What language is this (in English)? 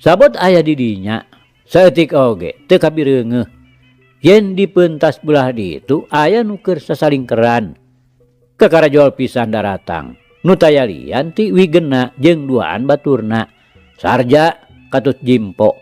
Sundanese